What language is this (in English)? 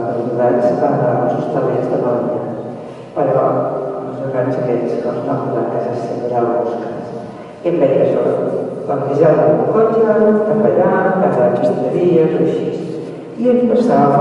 Catalan